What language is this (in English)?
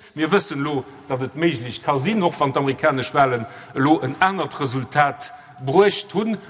Luxembourgish